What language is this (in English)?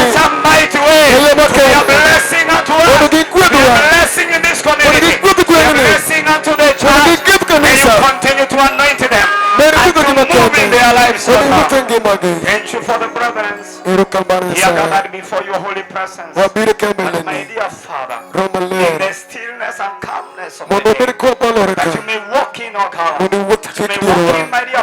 Luo (Kenya and Tanzania)